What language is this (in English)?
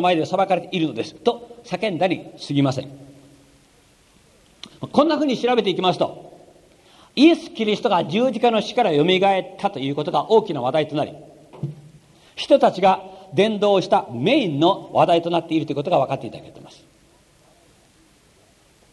Japanese